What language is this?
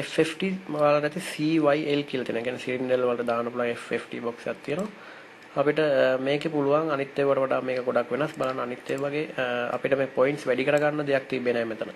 Sinhala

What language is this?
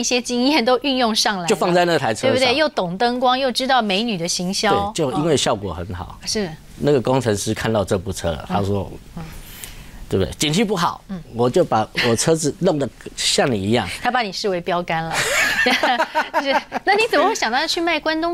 Chinese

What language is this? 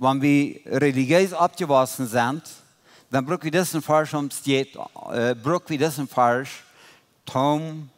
Plautdietsch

